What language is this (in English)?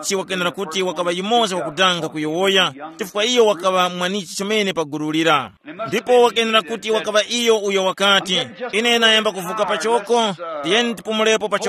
Tumbuka